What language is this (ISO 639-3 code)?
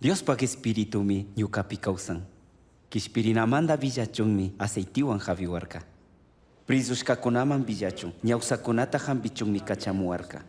qug